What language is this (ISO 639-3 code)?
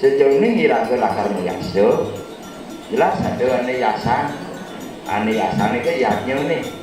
ban